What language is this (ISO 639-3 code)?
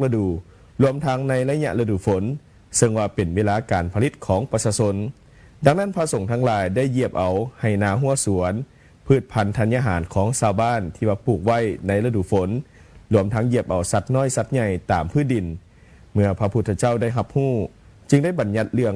lao